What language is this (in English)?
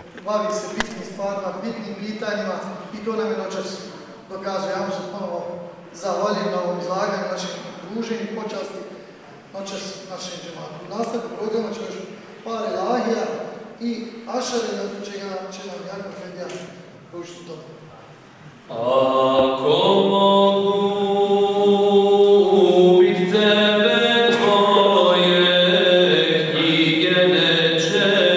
Bosnian